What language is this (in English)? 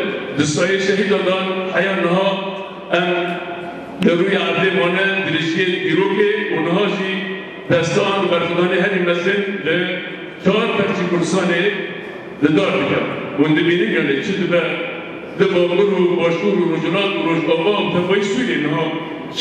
Kurdish